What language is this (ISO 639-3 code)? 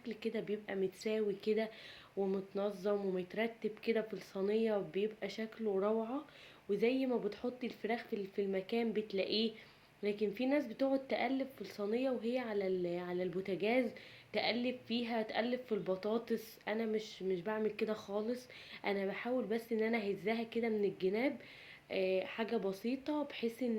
arz